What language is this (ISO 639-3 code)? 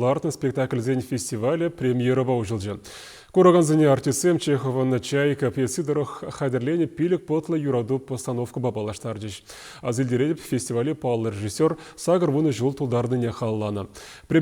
chv